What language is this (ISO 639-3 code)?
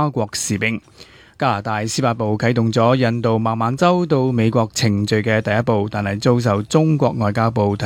yue